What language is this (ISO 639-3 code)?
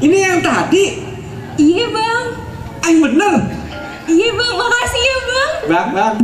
bew